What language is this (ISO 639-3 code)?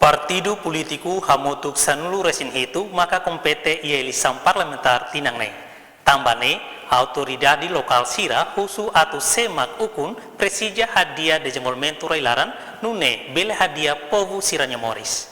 tet